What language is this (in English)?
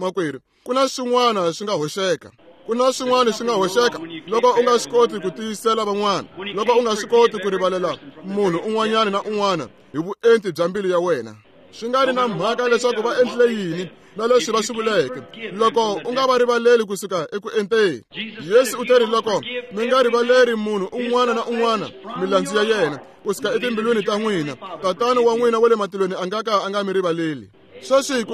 Tsonga